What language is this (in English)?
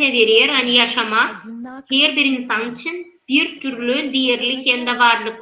Gagauz